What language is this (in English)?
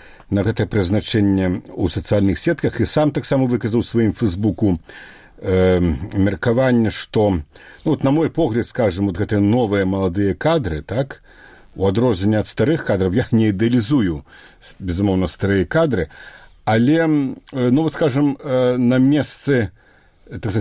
Belarusian